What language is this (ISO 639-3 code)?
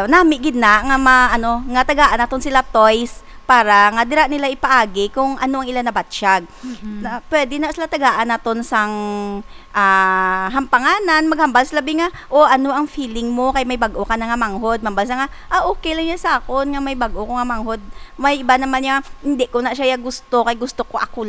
hil